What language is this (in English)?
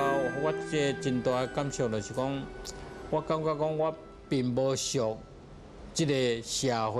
Min Nan Chinese